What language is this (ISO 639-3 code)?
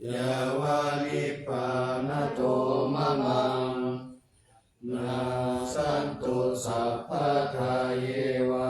pli